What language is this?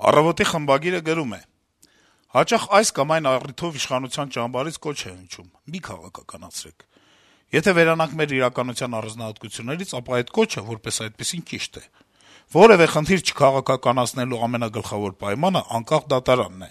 Armenian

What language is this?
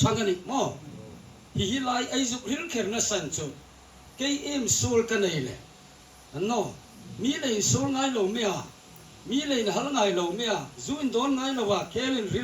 Hmar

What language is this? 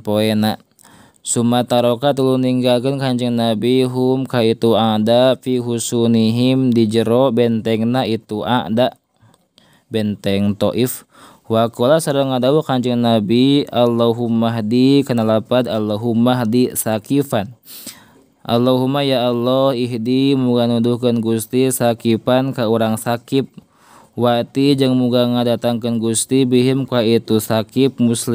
Sundanese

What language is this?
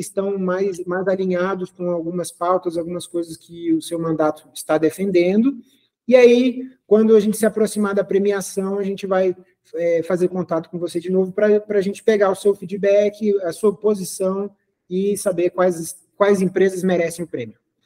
Portuguese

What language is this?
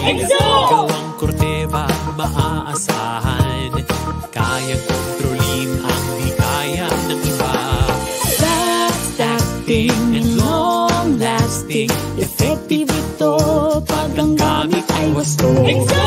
Filipino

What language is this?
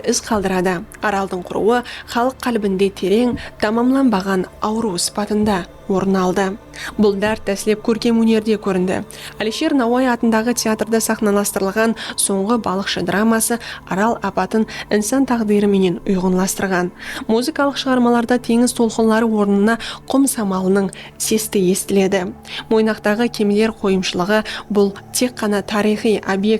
Kara-Kalpak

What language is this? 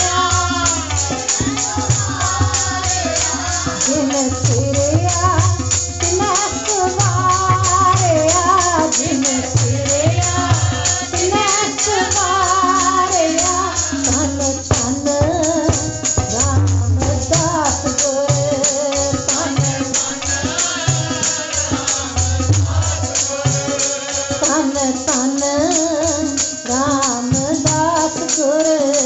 Punjabi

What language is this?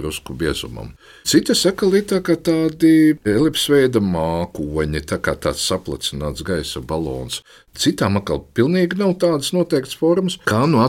Latvian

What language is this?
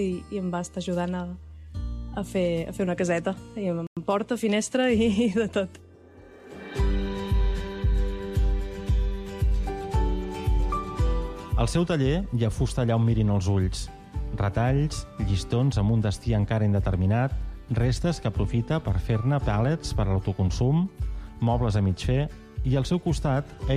Catalan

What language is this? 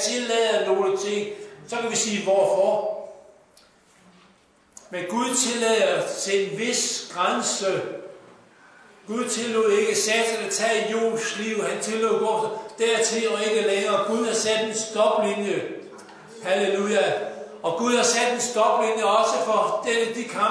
Danish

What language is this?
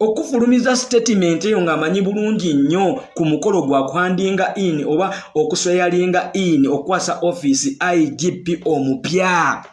Ganda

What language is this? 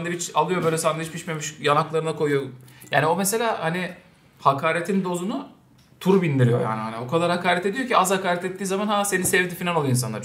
Turkish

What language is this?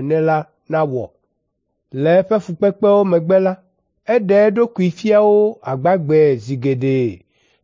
Ewe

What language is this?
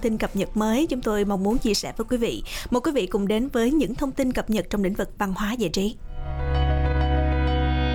Vietnamese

